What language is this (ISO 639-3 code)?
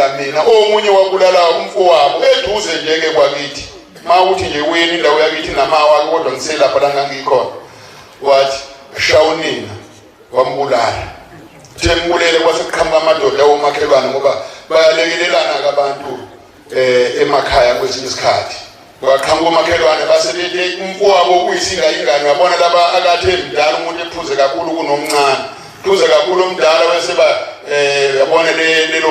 zul